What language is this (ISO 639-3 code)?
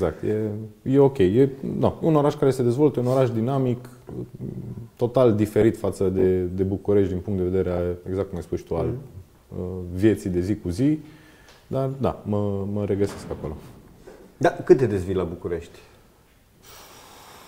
ron